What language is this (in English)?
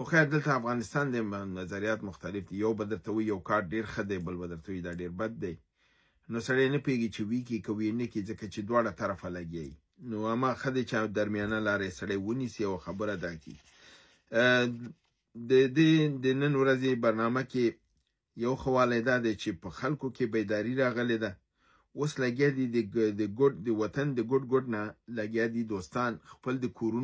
Pashto